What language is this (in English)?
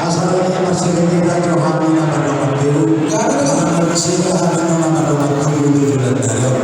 Batak Toba